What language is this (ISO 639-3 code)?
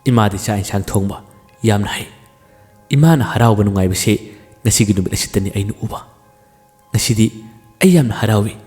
mni